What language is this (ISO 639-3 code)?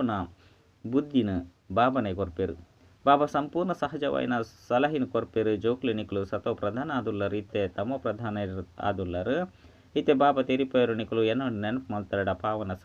tcy